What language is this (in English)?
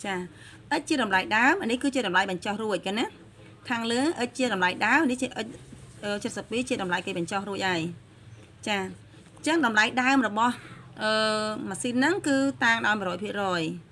Khmer